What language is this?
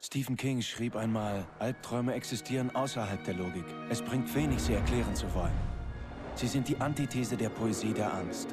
Bavarian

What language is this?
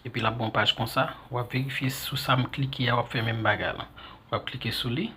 Haitian Creole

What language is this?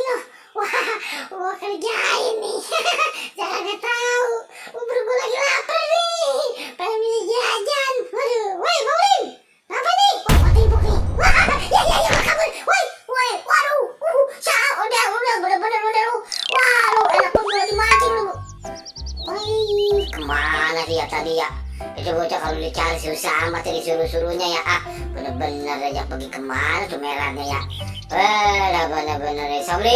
Betawi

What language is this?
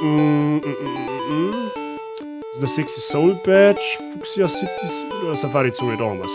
Bavarian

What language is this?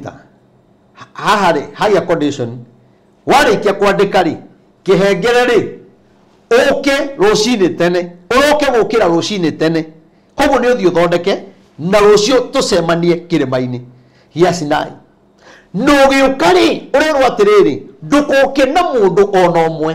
Kikuyu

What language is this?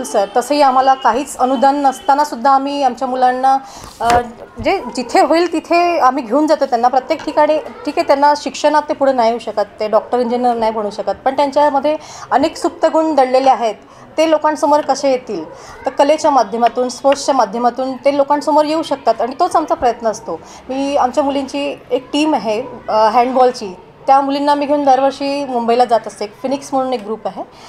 Marathi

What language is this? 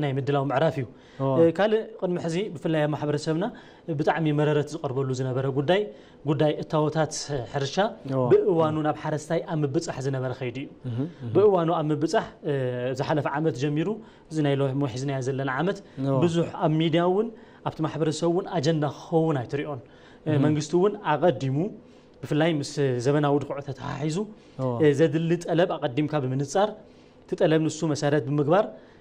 Tigrinya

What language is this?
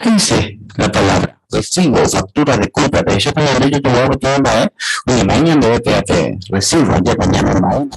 Guarani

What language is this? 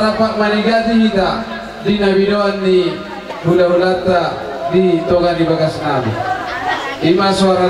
Batak Toba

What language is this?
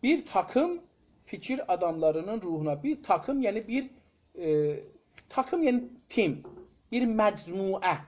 South Azerbaijani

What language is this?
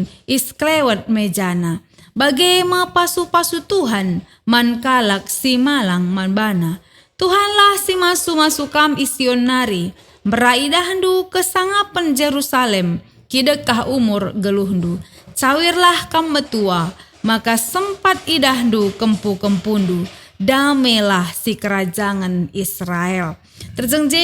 Batak Karo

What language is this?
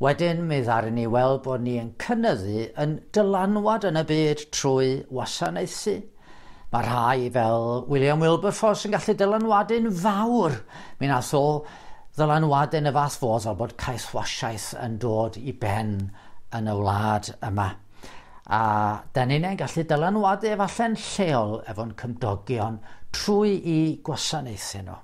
Welsh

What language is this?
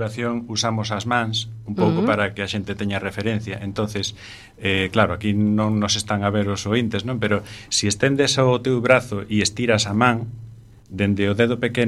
Galician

